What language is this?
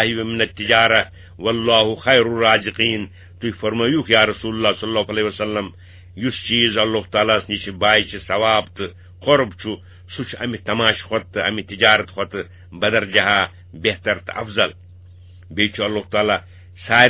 Kashmiri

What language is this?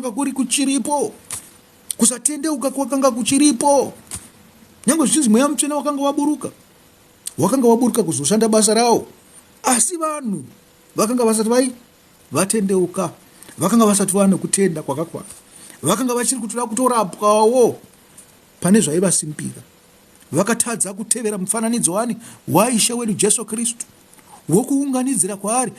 Shona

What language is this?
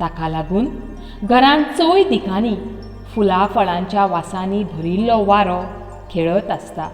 Konkani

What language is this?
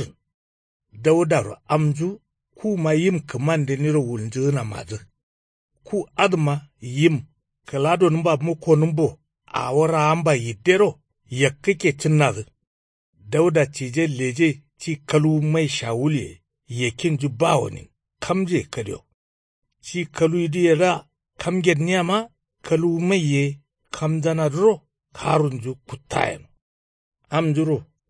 Kanuri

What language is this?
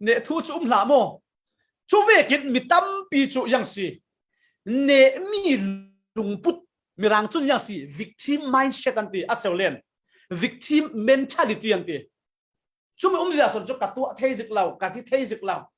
Falam Chin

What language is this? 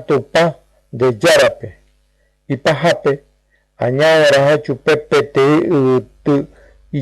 Guarani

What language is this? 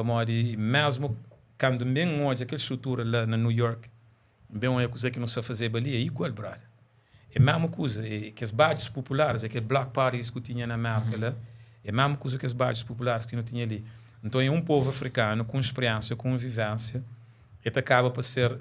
Kabuverdianu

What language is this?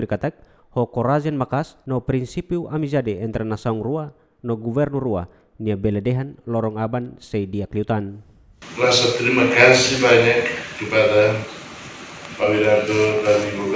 Tetum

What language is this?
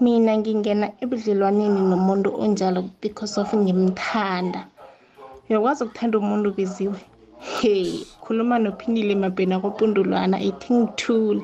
South Ndebele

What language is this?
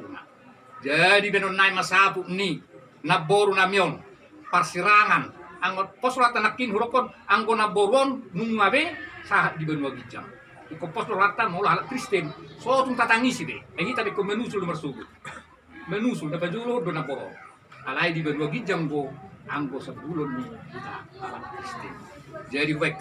Batak Toba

